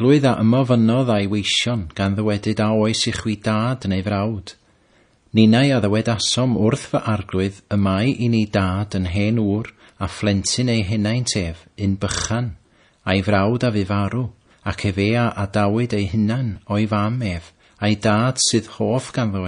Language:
Welsh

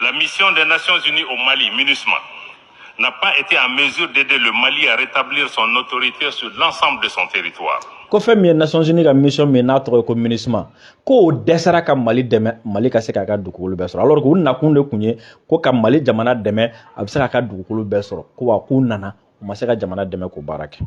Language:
Bambara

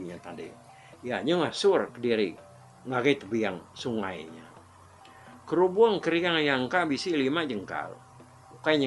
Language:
Iban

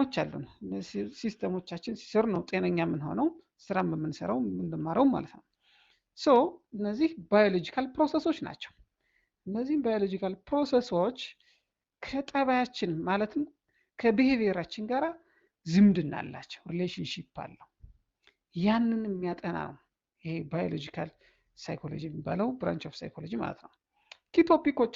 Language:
Amharic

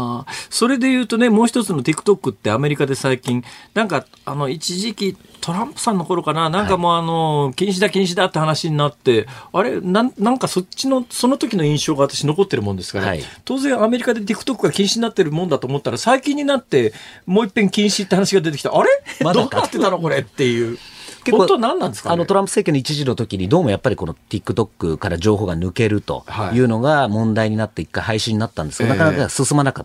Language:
Japanese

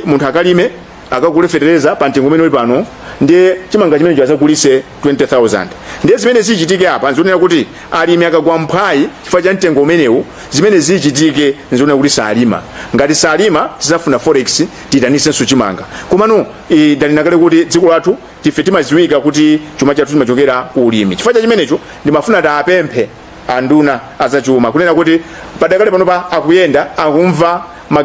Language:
Nyanja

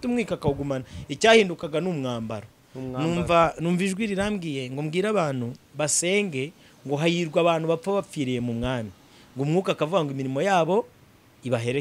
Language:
Kinyarwanda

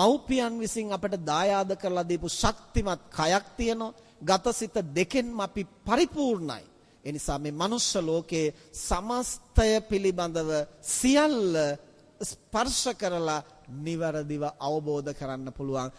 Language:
Sinhala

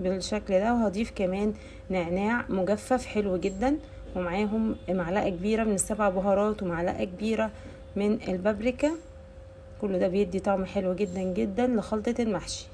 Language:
Egyptian Arabic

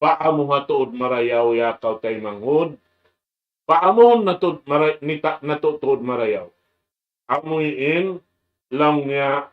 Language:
Tausug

